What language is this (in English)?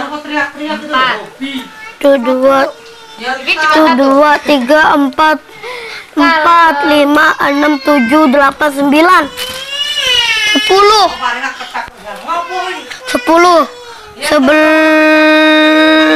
Indonesian